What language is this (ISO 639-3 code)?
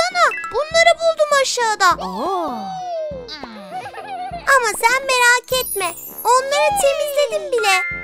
tur